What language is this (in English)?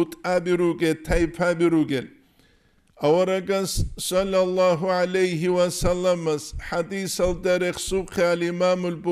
Avaric